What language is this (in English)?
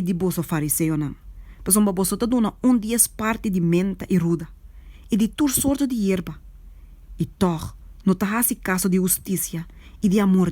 Papiamento